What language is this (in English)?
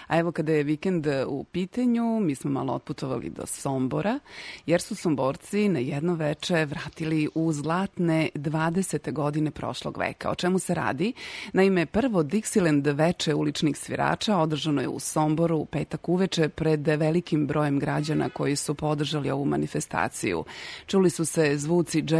Serbian